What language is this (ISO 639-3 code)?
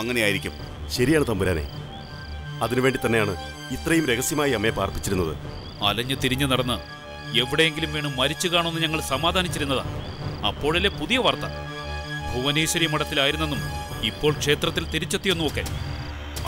mal